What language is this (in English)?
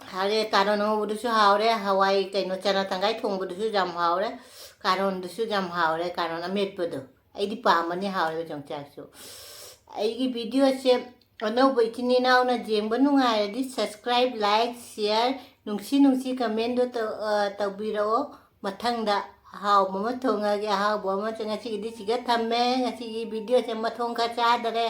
Manipuri